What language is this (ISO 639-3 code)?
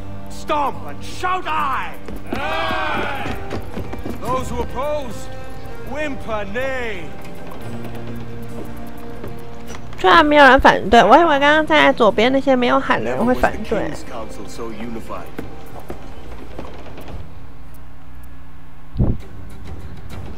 zho